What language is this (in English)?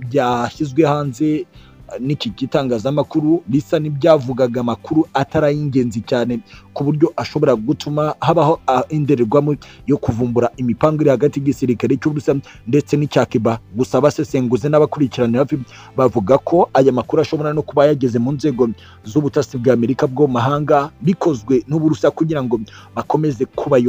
Kinyarwanda